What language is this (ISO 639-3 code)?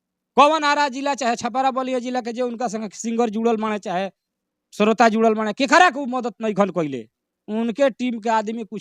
bho